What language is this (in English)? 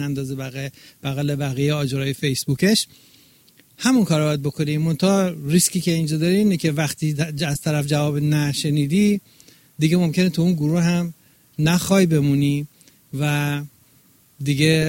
Persian